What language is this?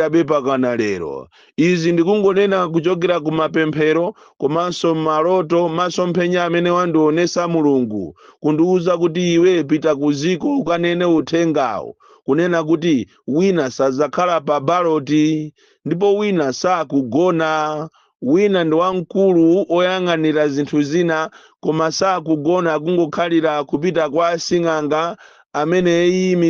Nyanja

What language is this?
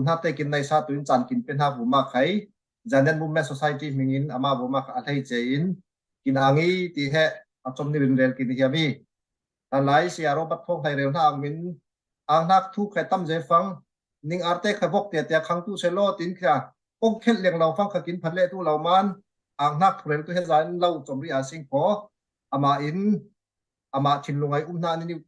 Falam Chin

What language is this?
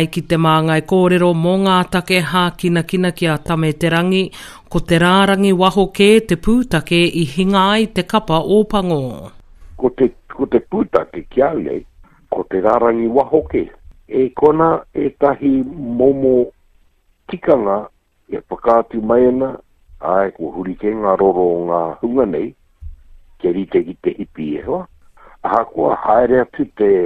Māori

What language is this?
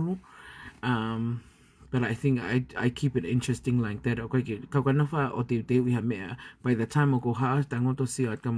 Tongan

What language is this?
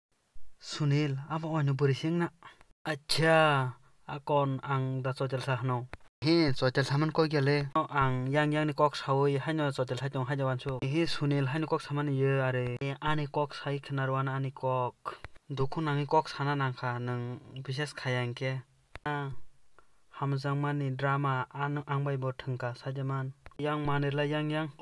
Kok Borok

